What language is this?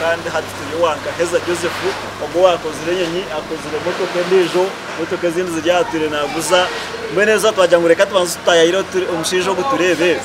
Nyankole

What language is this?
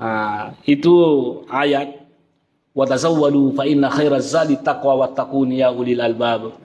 Buginese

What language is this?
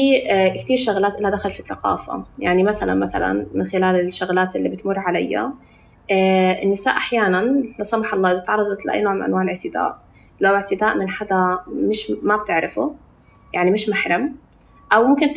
North Levantine Arabic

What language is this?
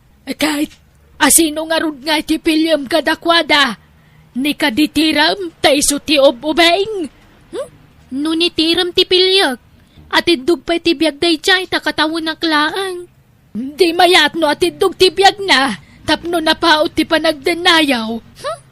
Iloko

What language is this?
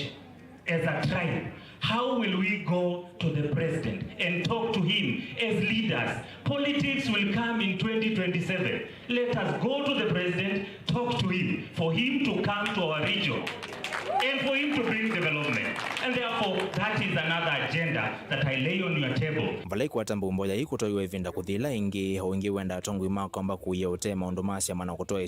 Kamba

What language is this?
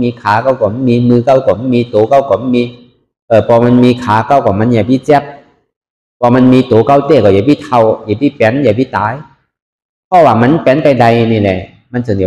Shan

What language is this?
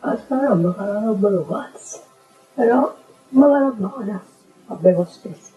Neapolitan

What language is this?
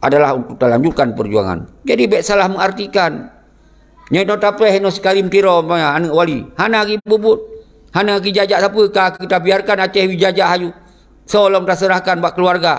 Achinese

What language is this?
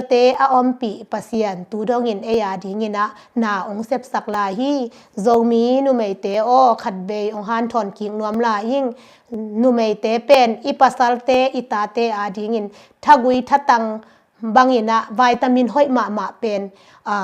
Tedim Chin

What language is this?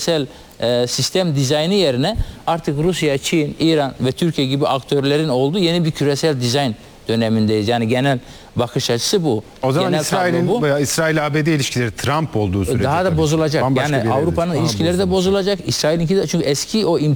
Turkish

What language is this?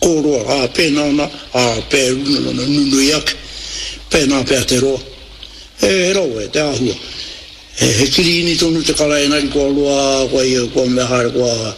Māori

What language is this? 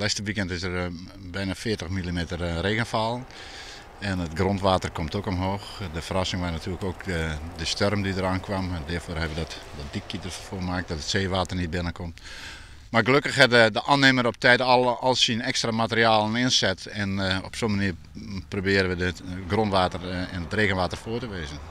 Western Frisian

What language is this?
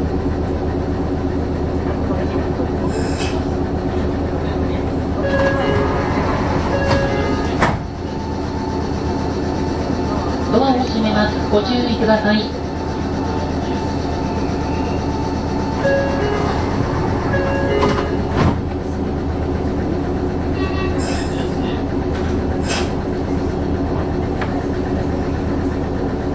Japanese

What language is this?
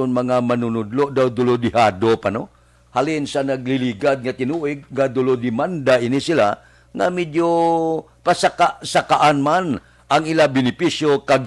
Hiligaynon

